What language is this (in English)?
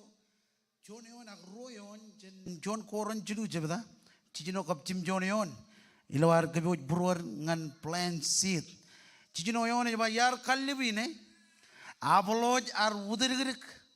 Marshallese